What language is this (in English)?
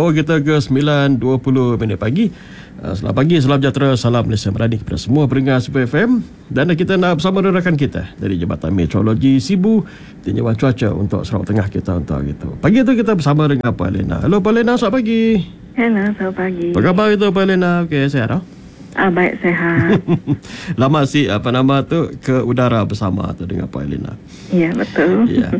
Malay